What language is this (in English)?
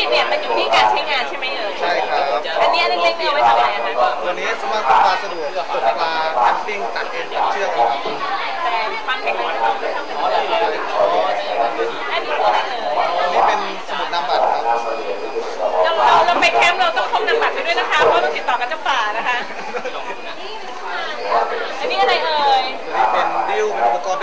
Thai